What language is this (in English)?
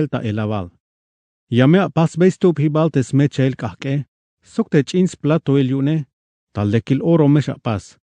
Tzeltal